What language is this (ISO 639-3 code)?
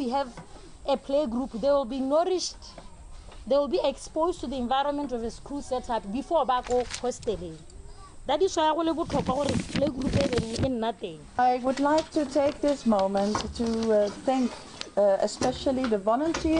tsn